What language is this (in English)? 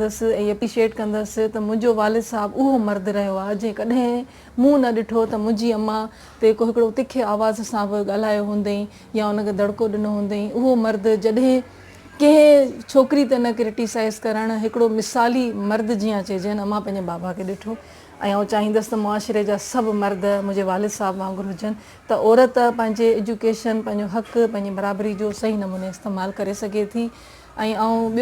Sindhi